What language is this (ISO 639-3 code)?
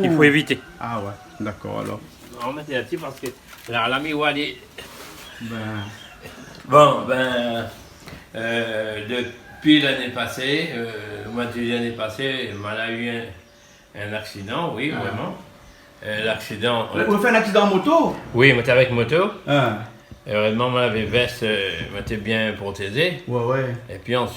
rcf